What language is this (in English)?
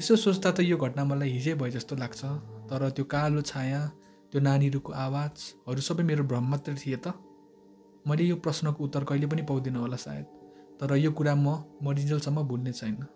Nepali